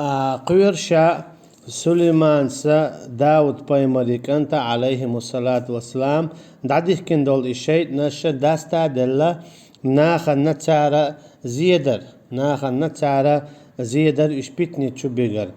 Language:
Chechen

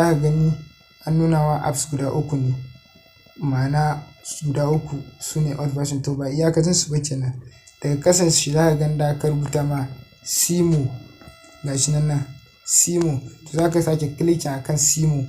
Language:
Hausa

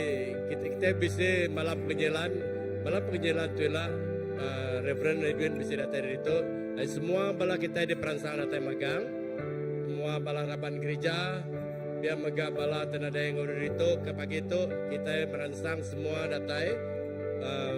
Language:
Iban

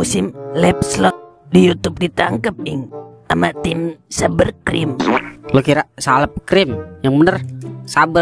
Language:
Betawi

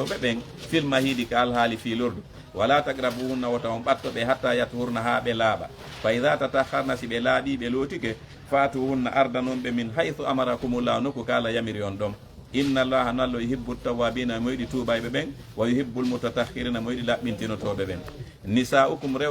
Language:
Fula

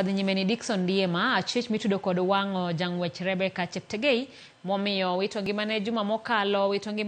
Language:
Luo (Kenya and Tanzania)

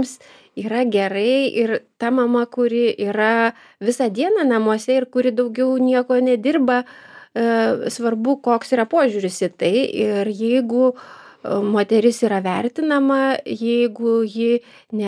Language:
Lithuanian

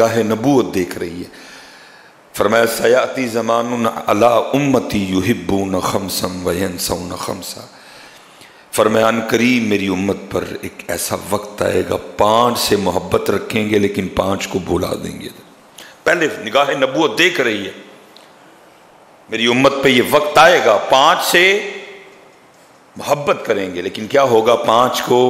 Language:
Urdu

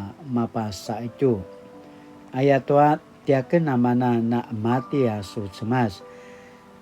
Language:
Paiwan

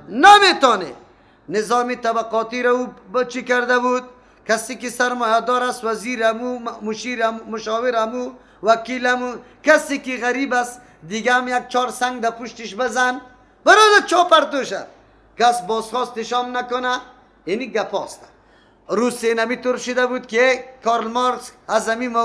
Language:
Persian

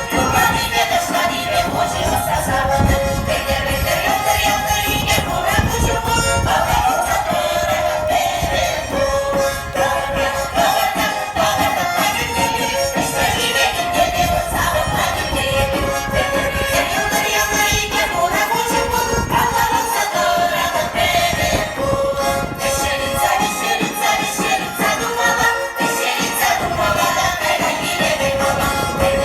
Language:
Chuvash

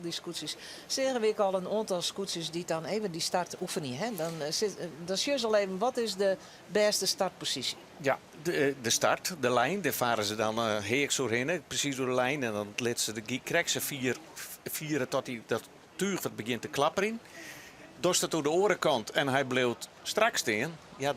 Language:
Western Frisian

